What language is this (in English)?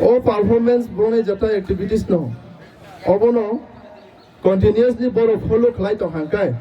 Kok Borok